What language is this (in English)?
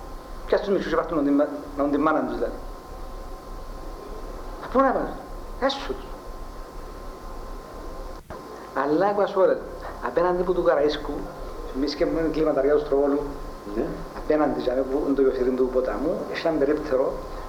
Greek